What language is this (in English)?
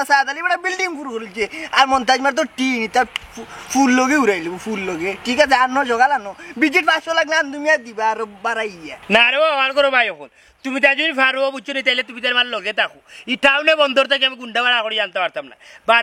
Sylheti